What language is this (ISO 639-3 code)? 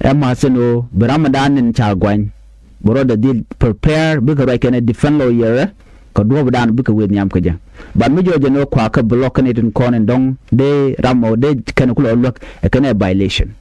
nus